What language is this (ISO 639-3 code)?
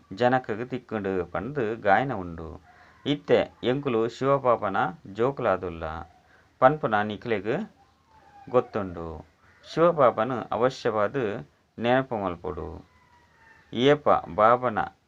tcy